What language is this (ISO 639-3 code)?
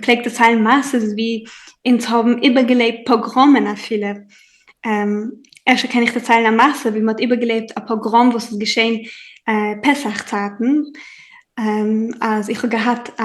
yid